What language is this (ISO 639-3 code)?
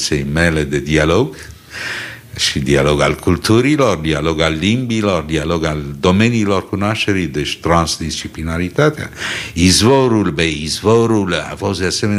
ron